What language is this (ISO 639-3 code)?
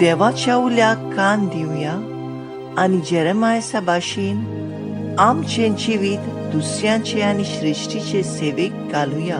kok